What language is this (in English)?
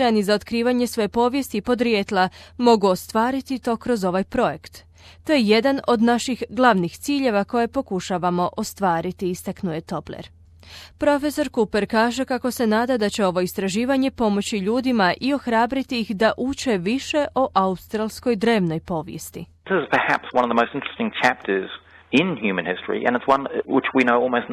Croatian